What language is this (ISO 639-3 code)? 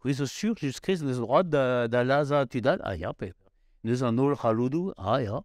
bre